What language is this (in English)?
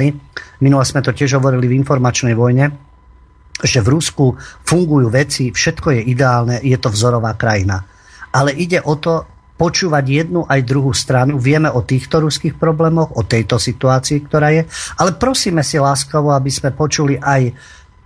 Slovak